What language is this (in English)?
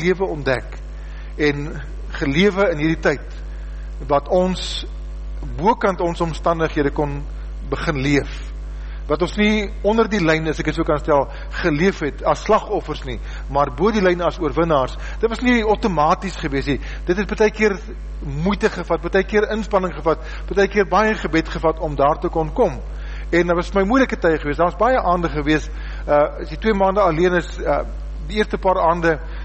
Afrikaans